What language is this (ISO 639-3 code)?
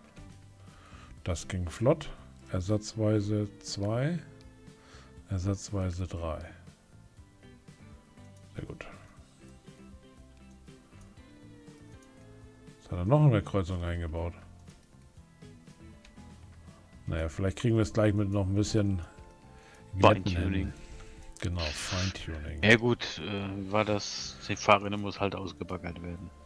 deu